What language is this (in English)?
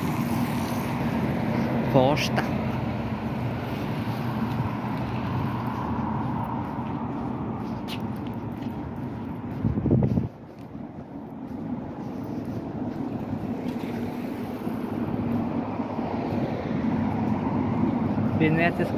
Swedish